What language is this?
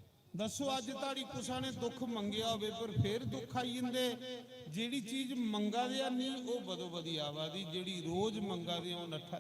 Dogri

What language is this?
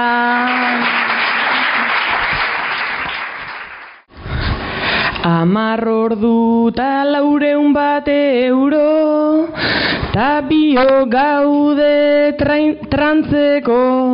Basque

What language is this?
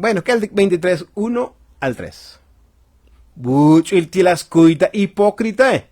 Tzotzil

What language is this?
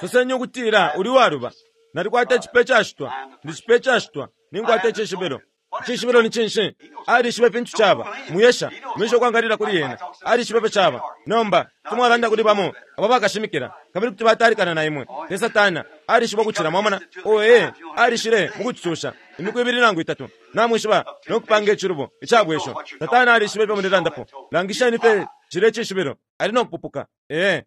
Bemba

